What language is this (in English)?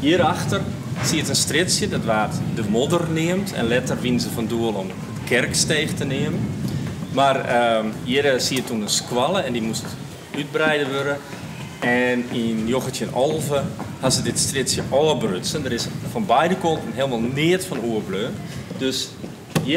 Western Frisian